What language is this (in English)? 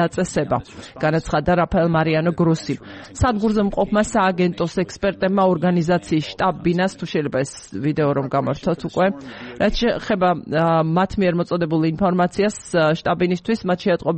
Georgian